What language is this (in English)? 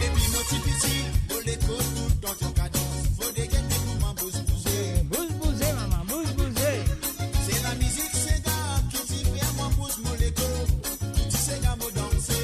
Morisyen